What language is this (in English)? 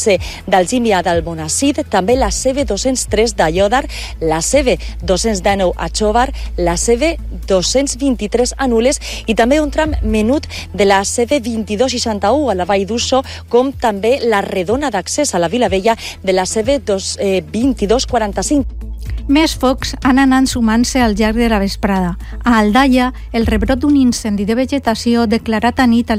Catalan